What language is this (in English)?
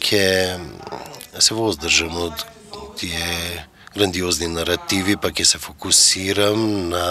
Macedonian